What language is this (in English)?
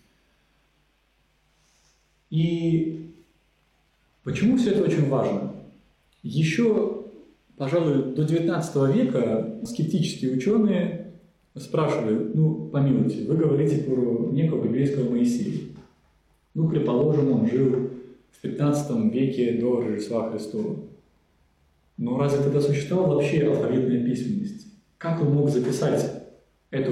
Russian